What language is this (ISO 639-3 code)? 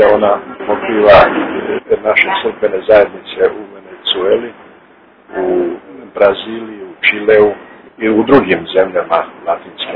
hrv